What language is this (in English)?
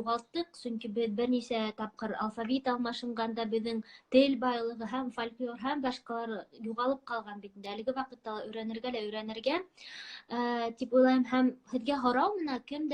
Bashkir